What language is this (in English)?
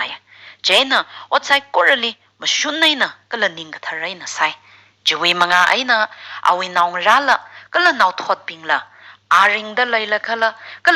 Tangkhul Naga (India)